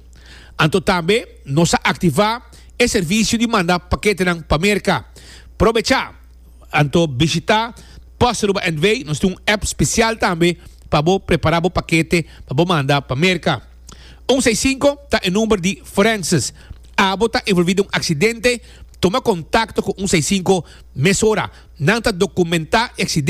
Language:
Papiamento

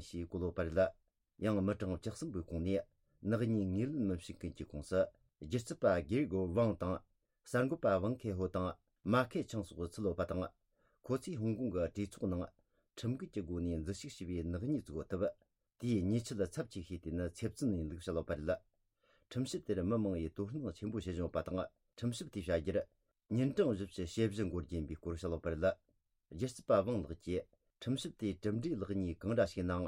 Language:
Tibetan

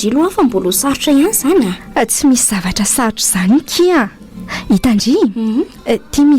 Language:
Malagasy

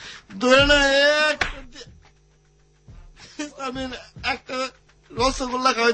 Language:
Bangla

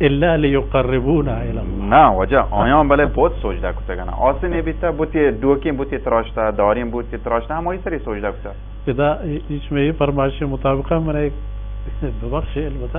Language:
Baluchi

